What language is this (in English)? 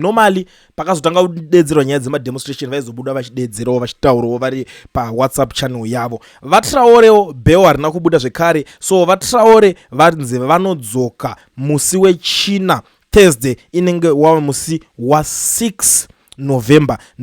Shona